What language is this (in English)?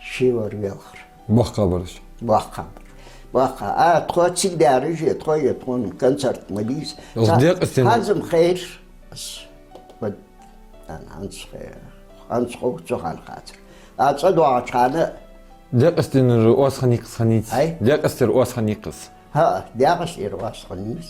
Ingush